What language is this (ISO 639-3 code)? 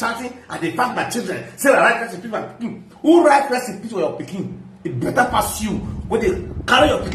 pcm